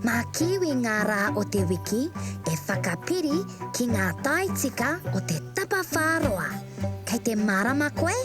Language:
Māori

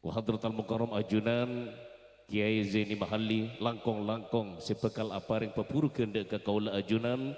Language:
Madurese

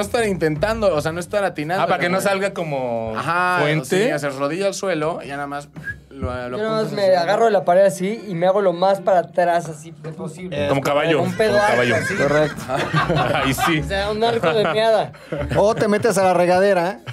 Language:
Spanish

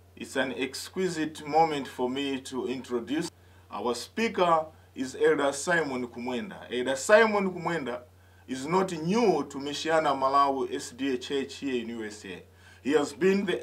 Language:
English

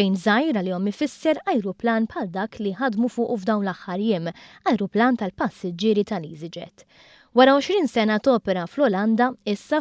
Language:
Maltese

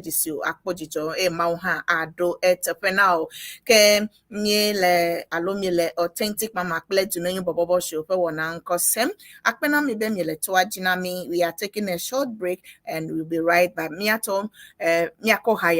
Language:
Ewe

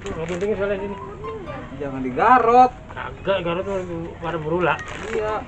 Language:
Betawi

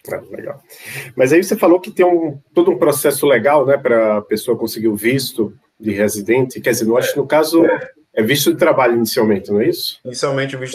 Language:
Portuguese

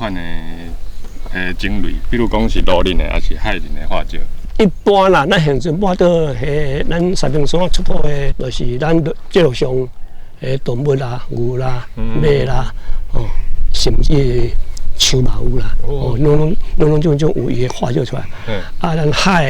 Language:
Min Nan Chinese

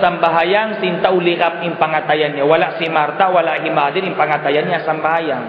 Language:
Tausug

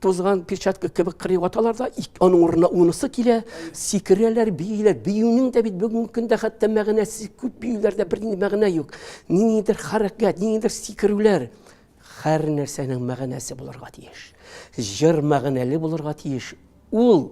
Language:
Tatar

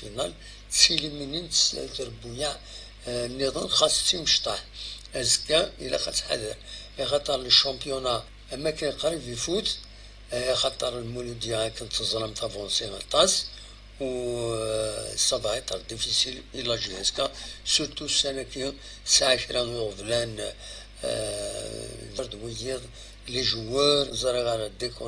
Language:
Kabyle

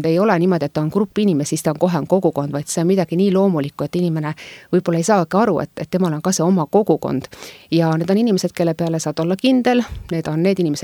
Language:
Estonian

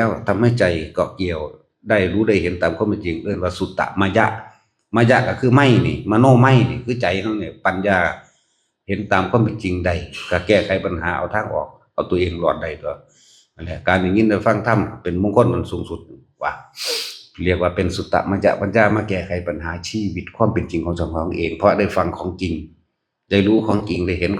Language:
Northeastern Thai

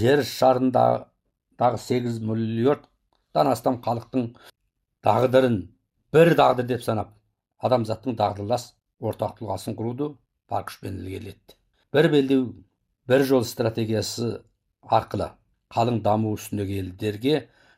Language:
Kazakh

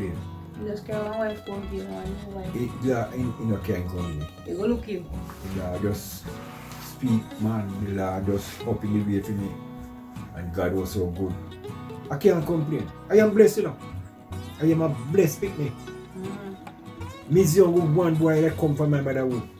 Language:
Jamaican Creole English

